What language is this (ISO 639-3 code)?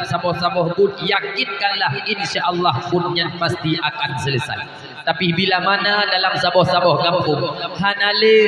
ace